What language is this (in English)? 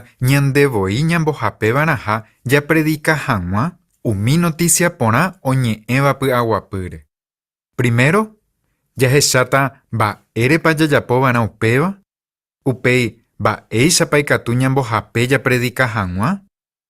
Guarani